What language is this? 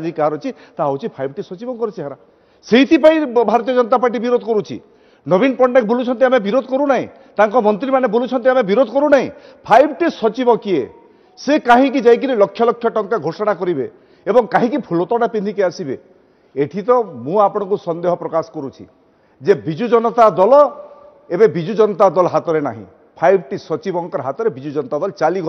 Odia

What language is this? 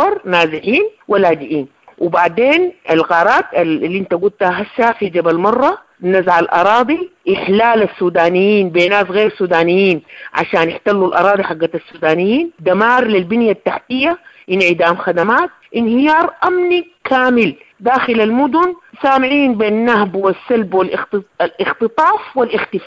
Sudanese Arabic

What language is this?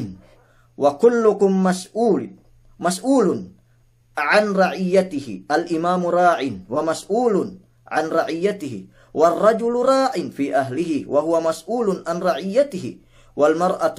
Yakan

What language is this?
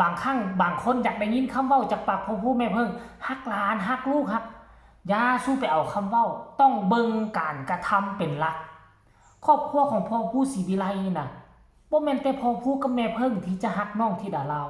Northeastern Thai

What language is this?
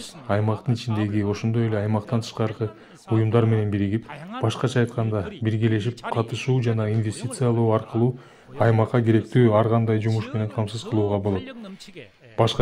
Kyrgyz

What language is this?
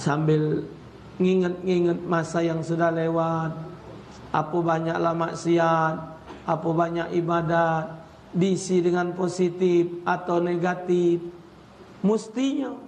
Musi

